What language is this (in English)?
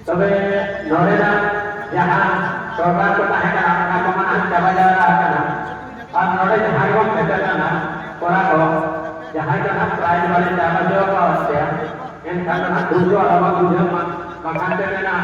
Santali